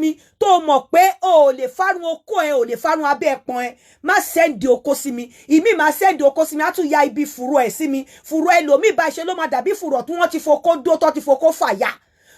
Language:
Yoruba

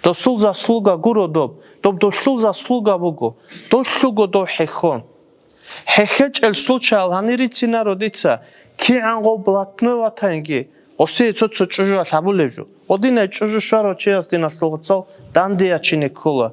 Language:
Avaric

